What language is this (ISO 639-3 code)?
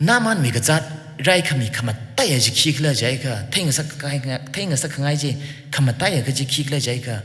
nmf